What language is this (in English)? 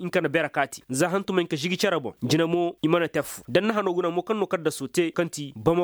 Koyraboro Senni